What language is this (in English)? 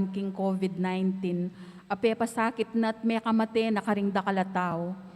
Pampanga